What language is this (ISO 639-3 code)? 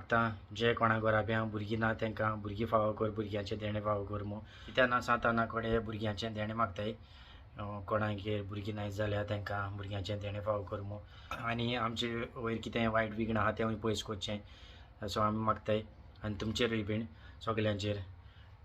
kok